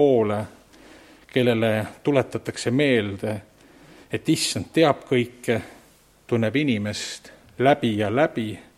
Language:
Estonian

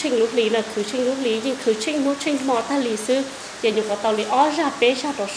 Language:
Vietnamese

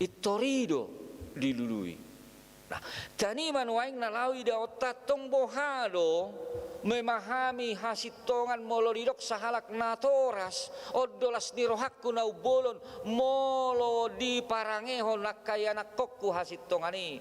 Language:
Batak Toba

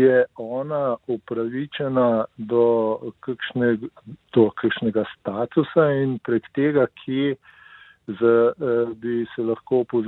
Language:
Slovenian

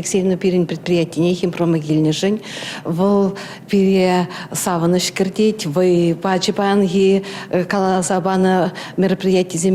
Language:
Chuvash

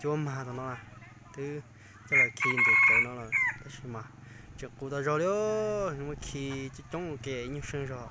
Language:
Hmong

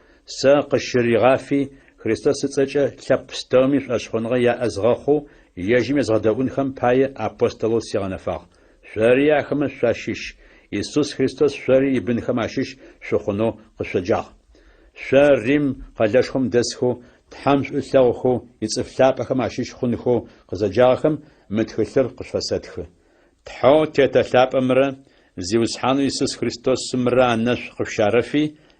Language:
Adyghe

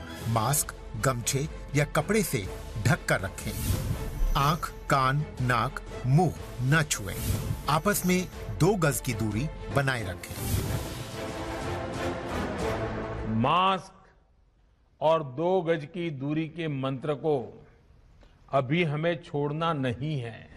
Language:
Hindi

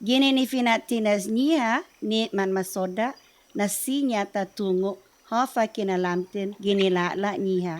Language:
Chamorro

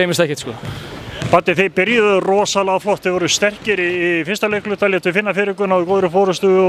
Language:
Icelandic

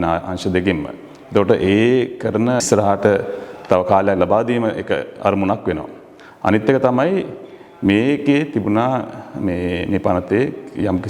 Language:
Sinhala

